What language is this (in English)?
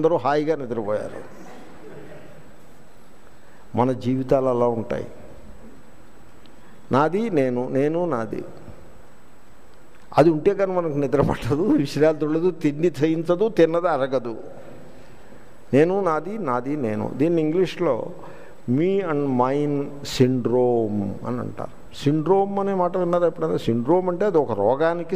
Telugu